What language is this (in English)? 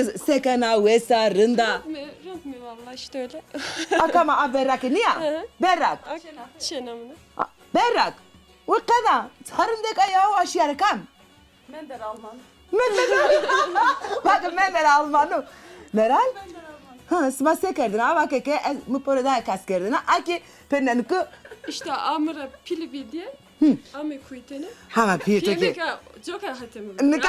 Zaza